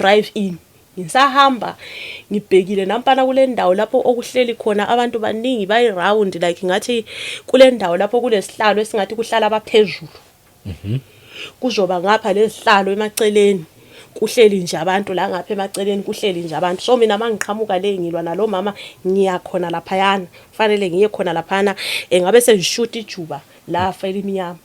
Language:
Zulu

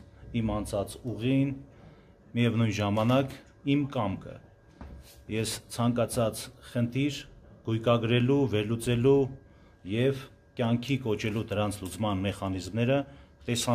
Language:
Armenian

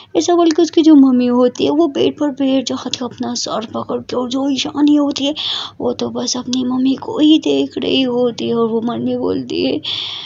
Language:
Hindi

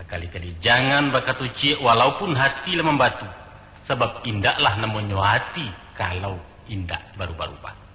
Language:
Minangkabau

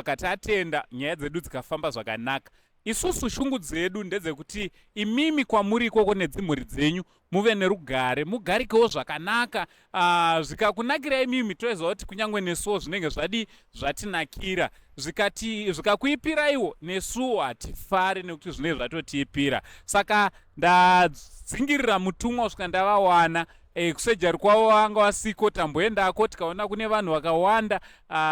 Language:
Shona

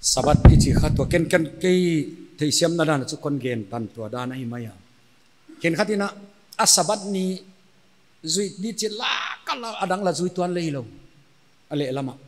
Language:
Paite Chin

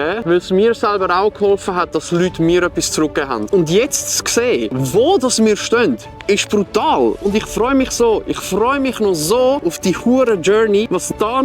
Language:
Swiss German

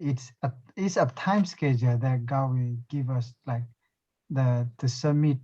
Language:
S'gaw Karen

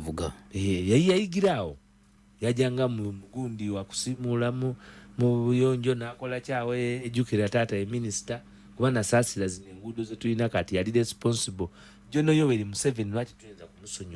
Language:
Ganda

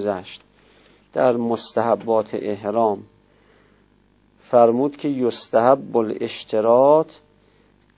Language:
Persian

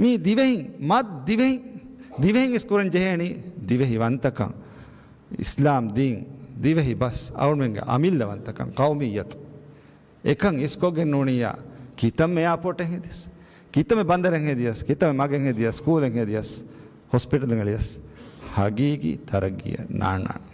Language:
Divehi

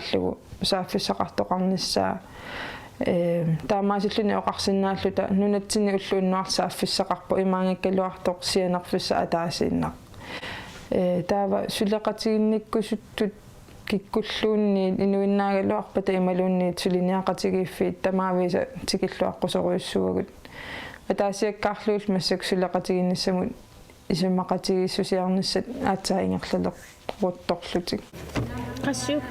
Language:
Kalaallisut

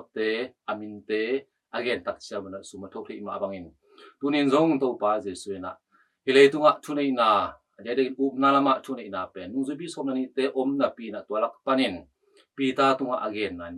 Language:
Tedim Chin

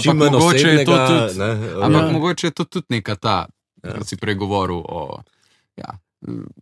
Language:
Slovenian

